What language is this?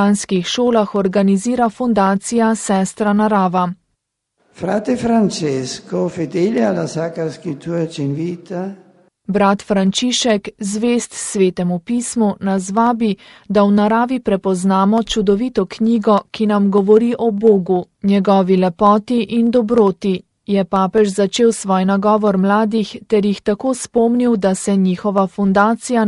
Slovenian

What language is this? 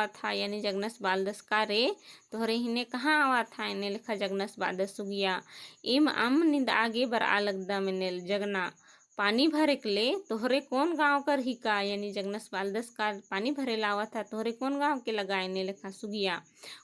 Kurukh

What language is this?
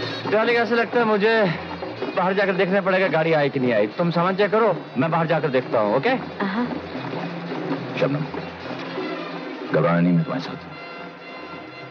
Hindi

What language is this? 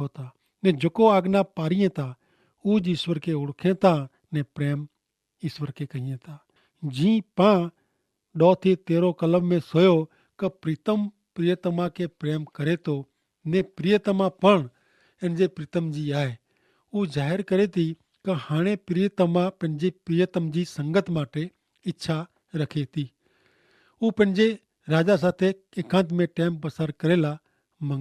Kachhi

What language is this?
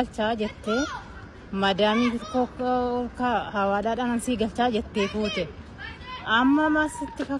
Oromo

